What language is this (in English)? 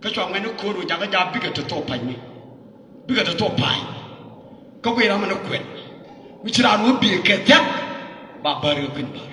Nuer